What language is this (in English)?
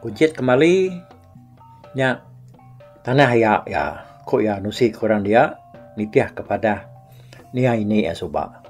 Iban